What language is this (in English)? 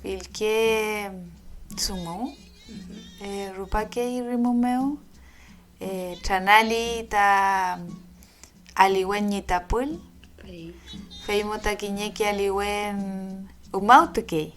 Mapuche